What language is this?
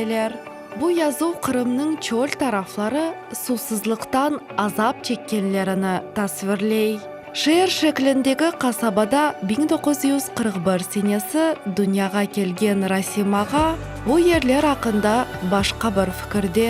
Crimean Tatar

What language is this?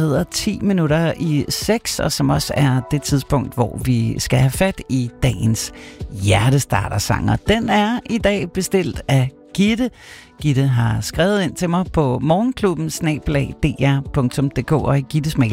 Danish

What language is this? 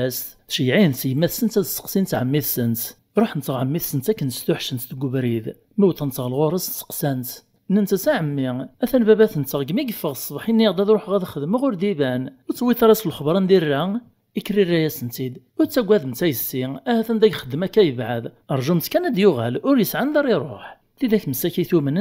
Kabyle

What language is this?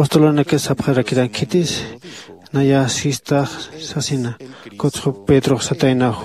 Aymara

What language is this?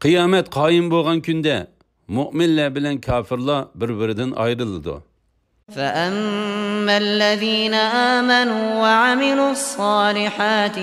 Uyghur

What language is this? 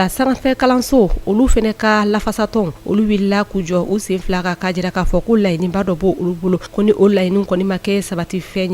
Bambara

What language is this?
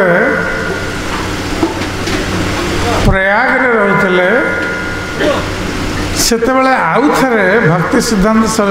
Odia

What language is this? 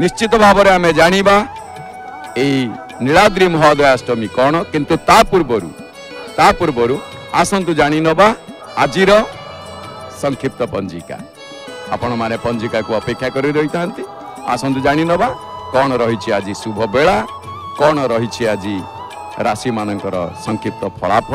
Odia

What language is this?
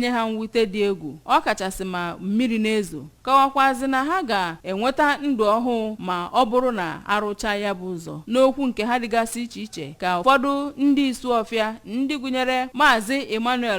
Igbo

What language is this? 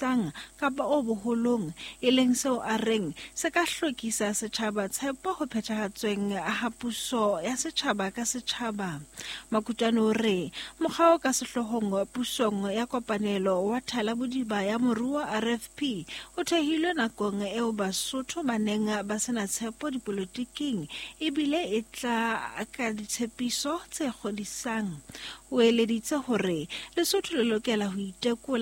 Southern Sotho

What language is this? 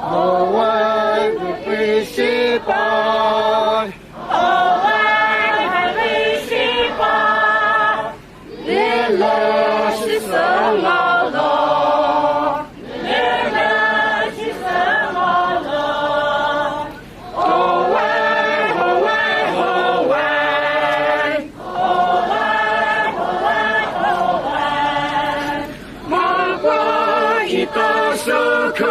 Poumei Naga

